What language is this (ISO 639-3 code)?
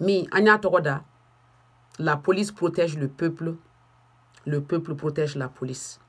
bam